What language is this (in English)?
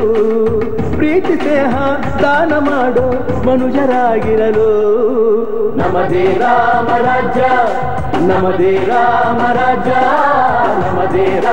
Kannada